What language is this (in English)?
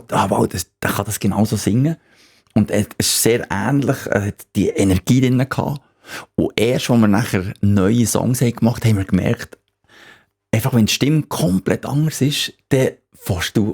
Swiss German